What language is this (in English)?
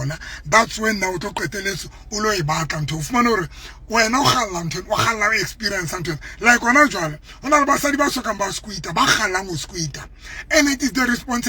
Southern Sotho